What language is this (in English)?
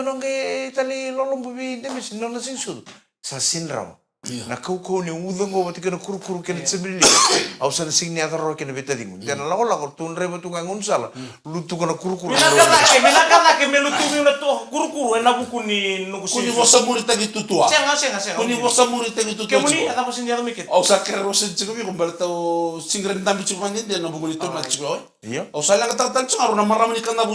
Fijian